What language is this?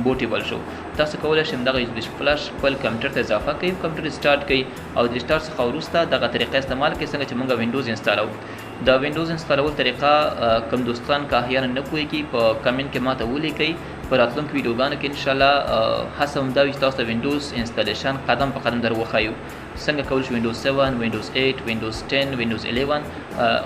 Pashto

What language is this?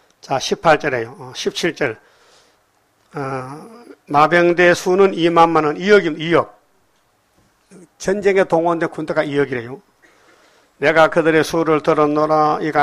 Korean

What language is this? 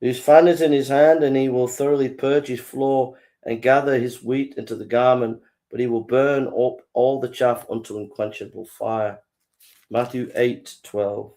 English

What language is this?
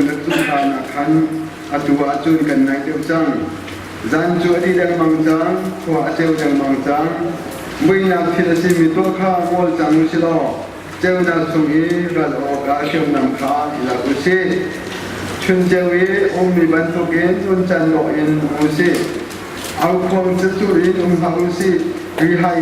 Hakha Chin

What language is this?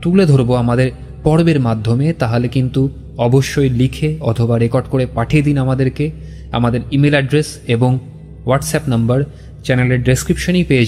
Bangla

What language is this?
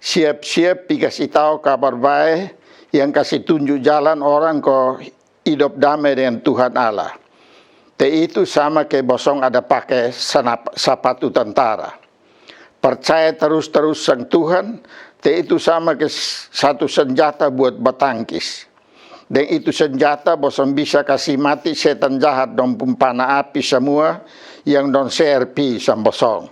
Kupang Malay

